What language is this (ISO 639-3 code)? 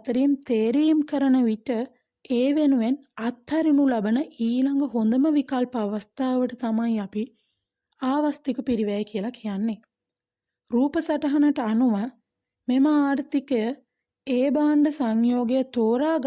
sin